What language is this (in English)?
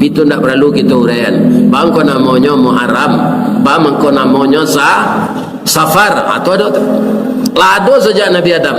Minangkabau